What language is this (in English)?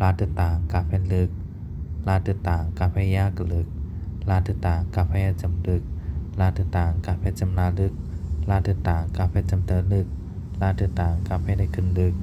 Shan